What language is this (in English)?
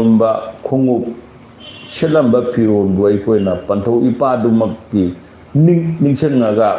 Manipuri